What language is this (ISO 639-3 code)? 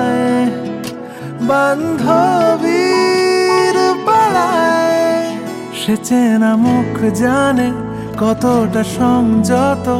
ben